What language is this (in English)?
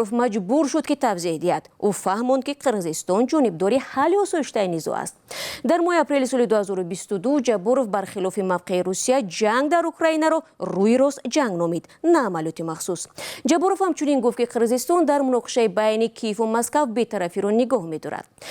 Tajik